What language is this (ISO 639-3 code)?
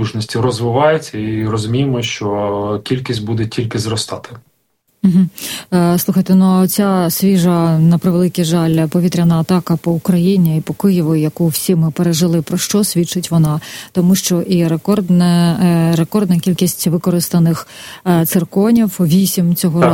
ukr